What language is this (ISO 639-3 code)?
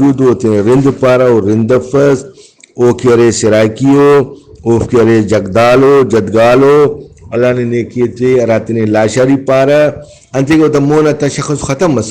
brh